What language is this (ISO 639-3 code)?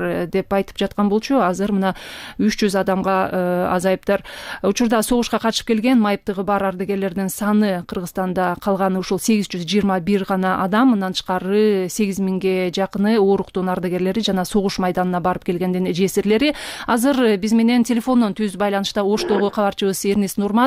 kir